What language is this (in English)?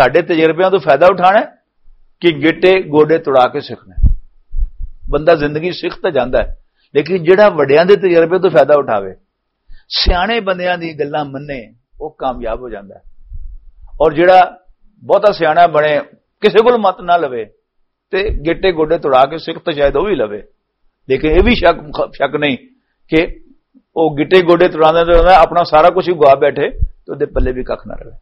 Western Panjabi